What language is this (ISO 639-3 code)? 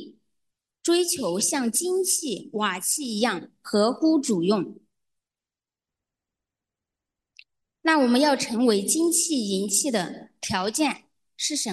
zho